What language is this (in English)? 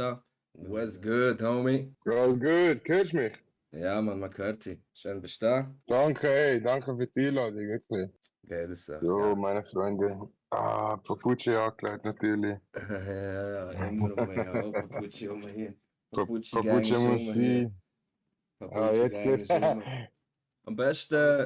Swiss German